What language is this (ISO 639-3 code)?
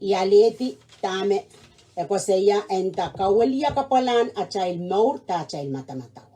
pon